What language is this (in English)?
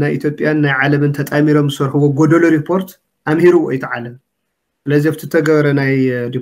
Tigrinya